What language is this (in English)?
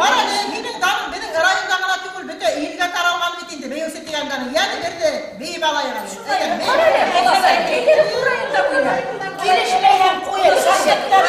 Bashkir